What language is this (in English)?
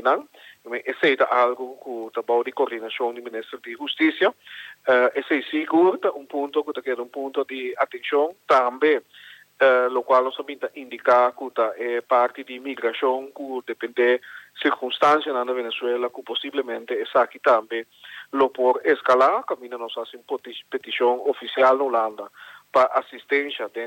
Papiamento